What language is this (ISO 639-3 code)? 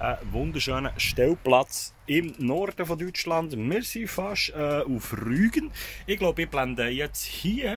gsw